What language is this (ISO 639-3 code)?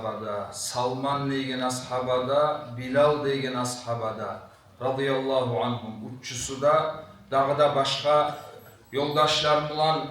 kum